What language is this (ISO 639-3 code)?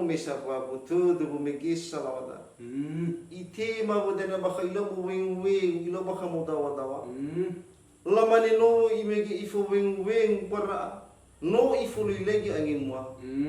nia